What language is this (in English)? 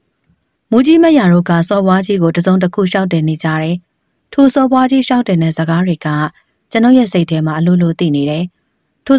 Burmese